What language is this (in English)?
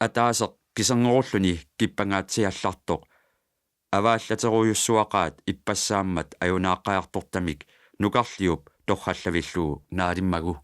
Kalaallisut